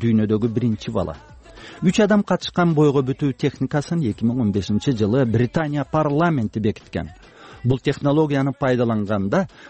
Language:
Kyrgyz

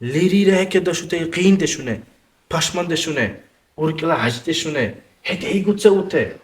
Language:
Dargwa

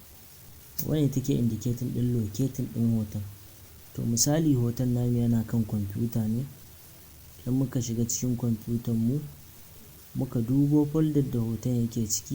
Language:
Hausa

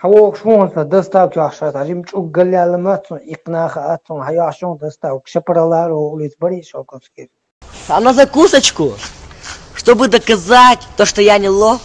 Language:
Chechen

